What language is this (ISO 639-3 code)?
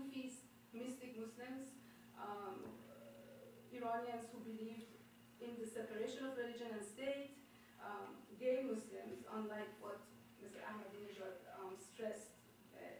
eng